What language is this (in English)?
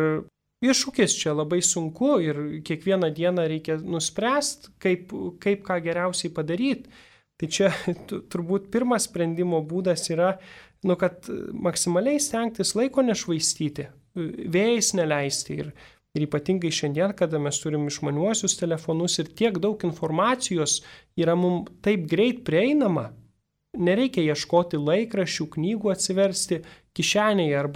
Lithuanian